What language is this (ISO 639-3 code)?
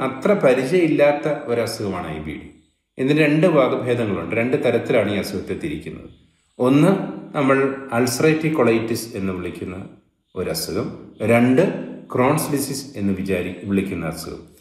mal